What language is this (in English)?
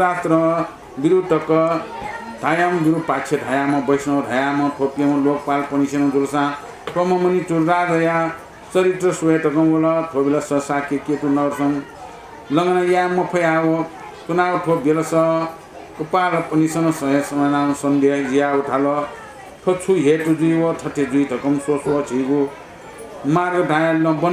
Newari